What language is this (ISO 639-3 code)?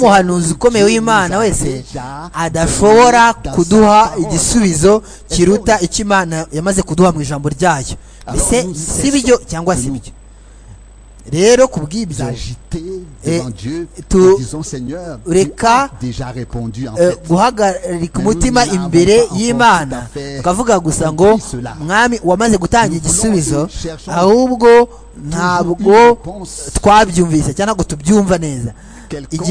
kin